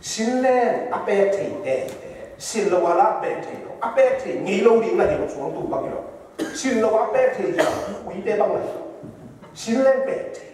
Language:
Tedim Chin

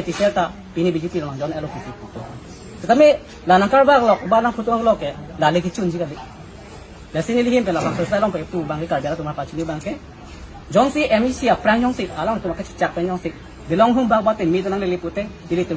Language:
Karbi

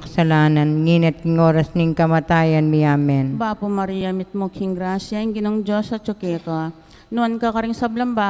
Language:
Pampanga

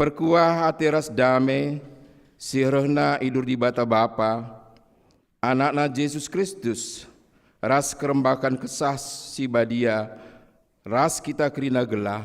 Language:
Batak Karo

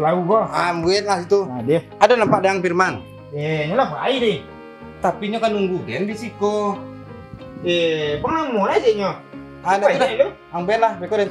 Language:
Minangkabau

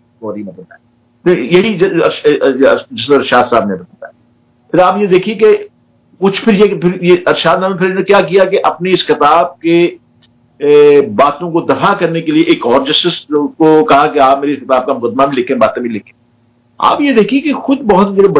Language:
Urdu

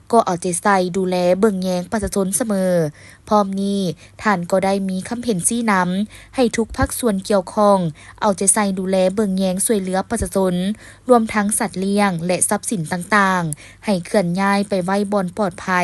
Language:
Lao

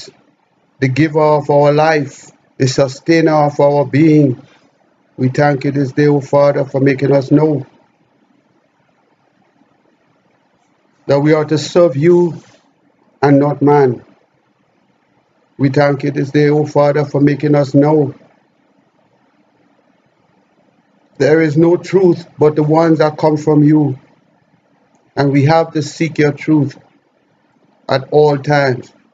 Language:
English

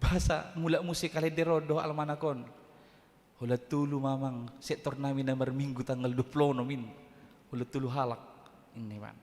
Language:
Batak Toba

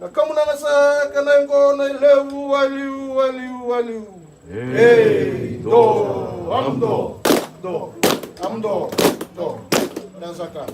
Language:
Fijian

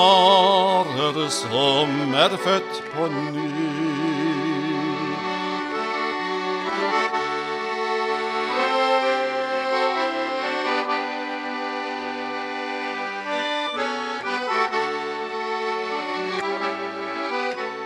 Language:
Norwegian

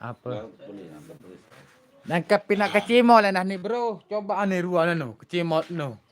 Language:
Sasak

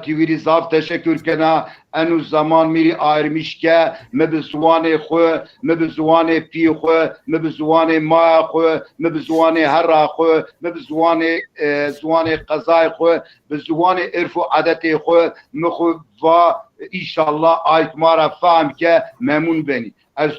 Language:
Zaza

